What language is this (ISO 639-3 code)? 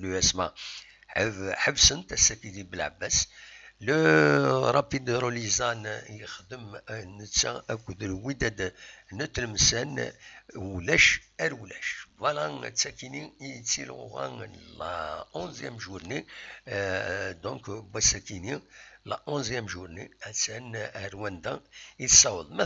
kab